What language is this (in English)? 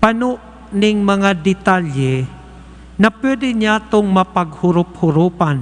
Bikol